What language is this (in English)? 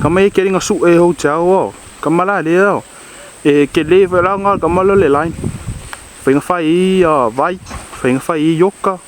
Samoan